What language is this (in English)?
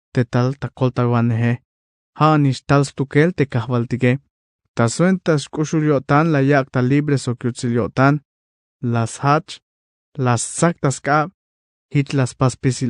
Tzeltal